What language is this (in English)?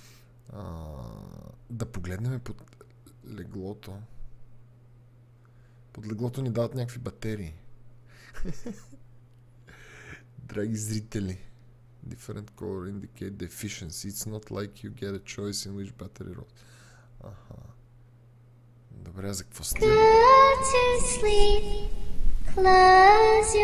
Bulgarian